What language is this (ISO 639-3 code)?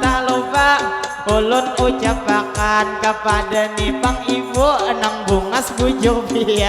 bjn